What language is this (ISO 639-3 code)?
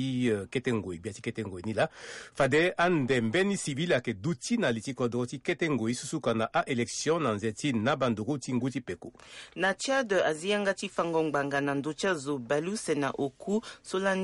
sag